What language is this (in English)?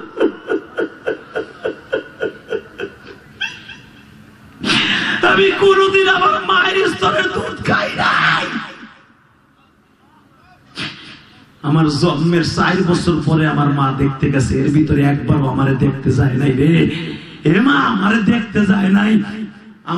Bangla